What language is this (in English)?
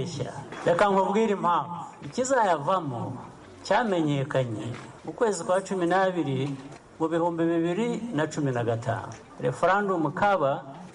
Kinyarwanda